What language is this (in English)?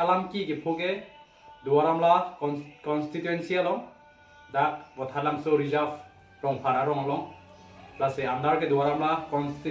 Karbi